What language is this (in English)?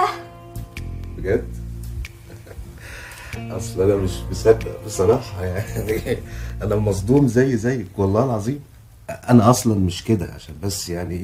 Egyptian Arabic